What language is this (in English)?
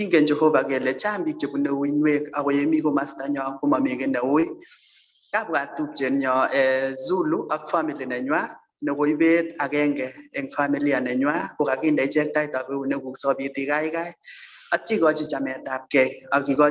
Kalenjin